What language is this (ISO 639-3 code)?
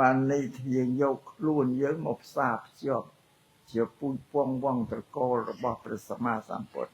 khm